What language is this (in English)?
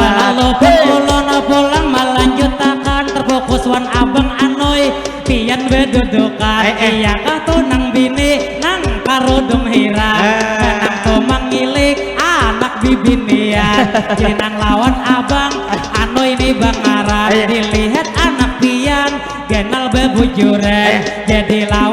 Banjar